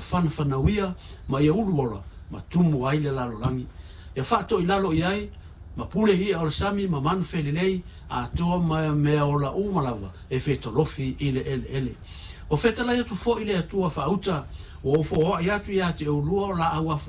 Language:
Samoan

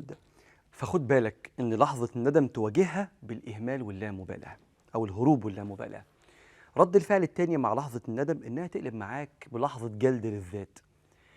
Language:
Egyptian Arabic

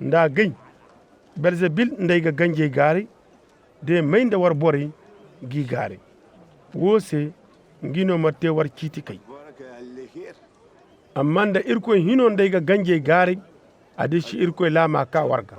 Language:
Zarma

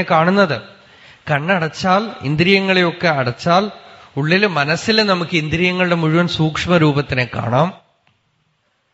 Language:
Malayalam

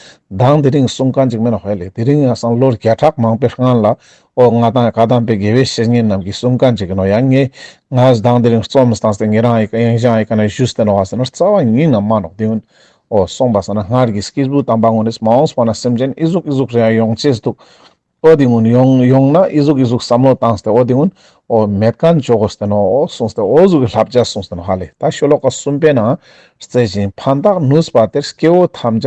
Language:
Ladakhi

